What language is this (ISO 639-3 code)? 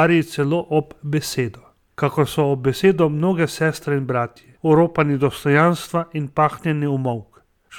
slv